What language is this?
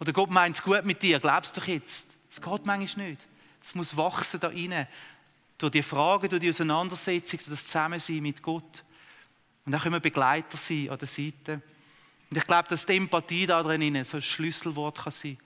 Swiss German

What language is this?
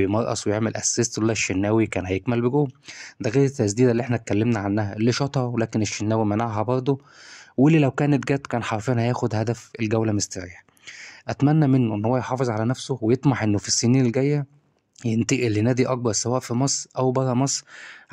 Egyptian Arabic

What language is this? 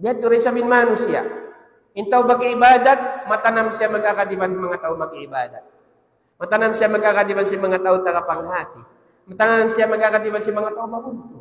Tausug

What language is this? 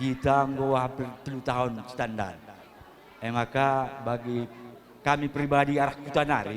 Batak Karo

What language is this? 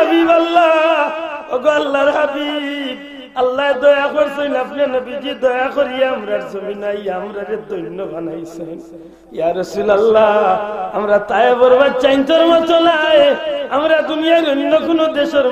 Sylheti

